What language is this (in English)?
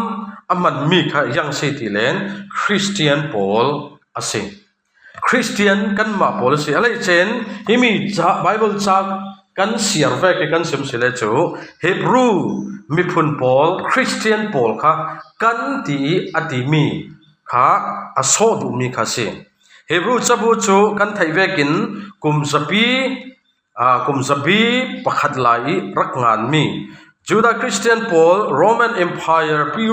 Falam Chin